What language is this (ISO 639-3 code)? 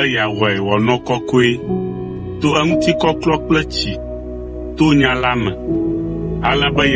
ewe